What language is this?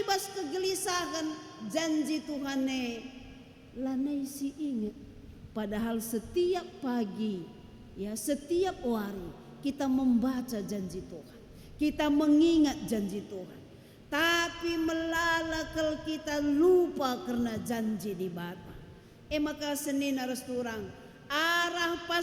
Batak Karo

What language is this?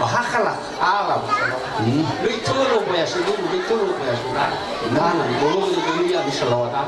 Nias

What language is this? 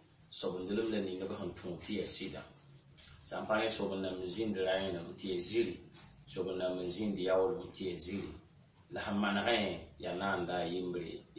Mossi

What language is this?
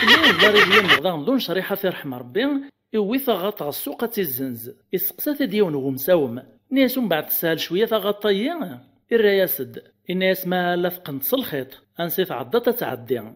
Kabyle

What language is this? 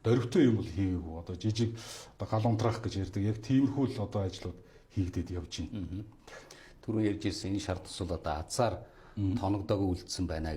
Mongolian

